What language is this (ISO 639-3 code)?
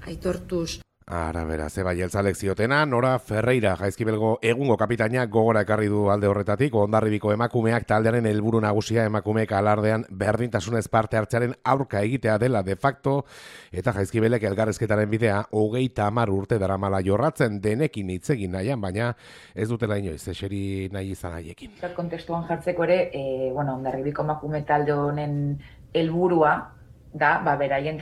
eus